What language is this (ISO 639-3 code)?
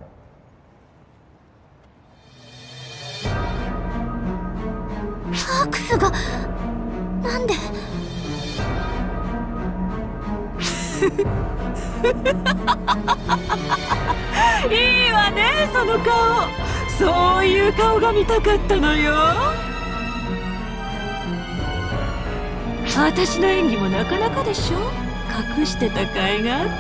jpn